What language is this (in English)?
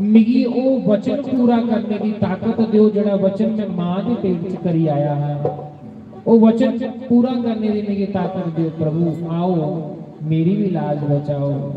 Dogri